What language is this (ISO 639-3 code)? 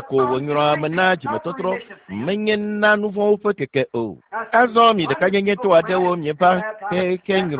ewe